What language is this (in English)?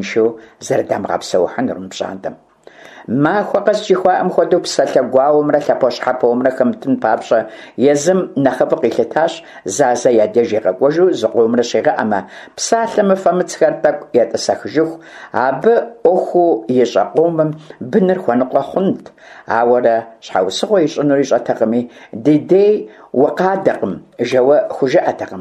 Kabardian